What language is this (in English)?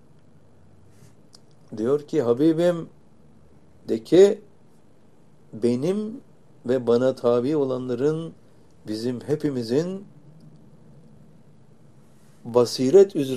Turkish